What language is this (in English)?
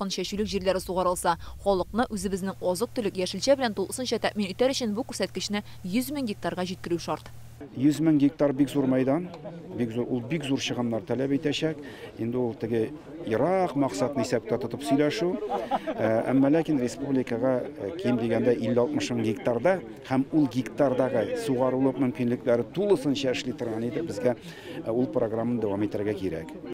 Tatar